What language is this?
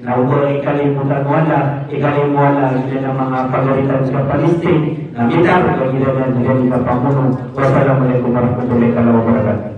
Maranao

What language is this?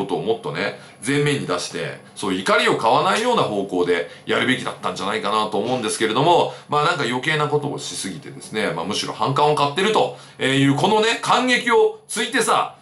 Japanese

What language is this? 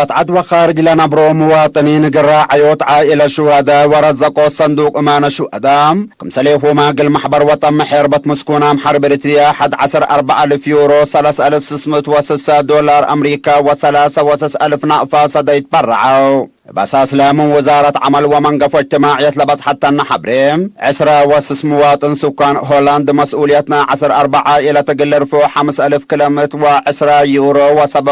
Tigre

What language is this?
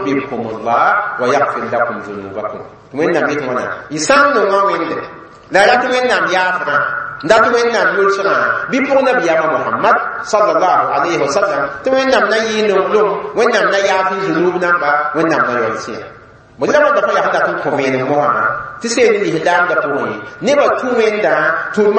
Mossi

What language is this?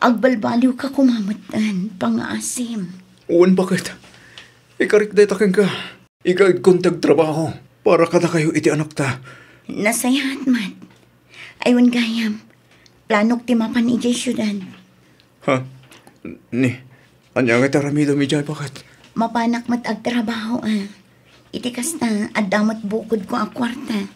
Iloko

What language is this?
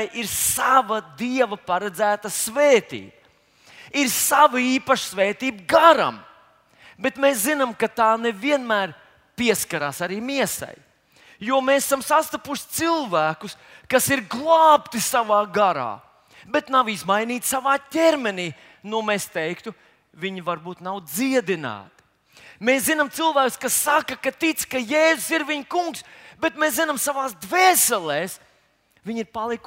Latvian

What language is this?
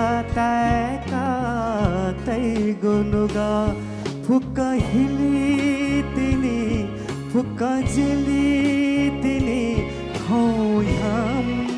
Newari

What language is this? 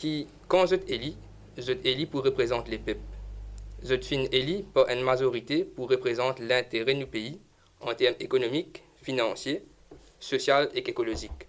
Morisyen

